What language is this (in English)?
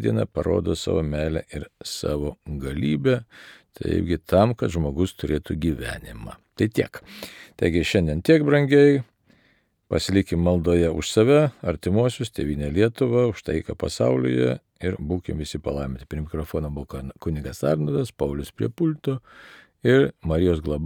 Lithuanian